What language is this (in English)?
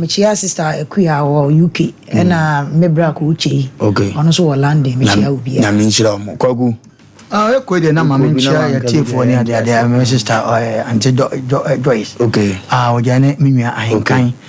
Akan